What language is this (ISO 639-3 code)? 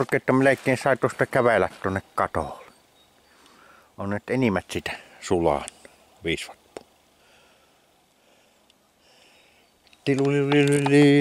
fin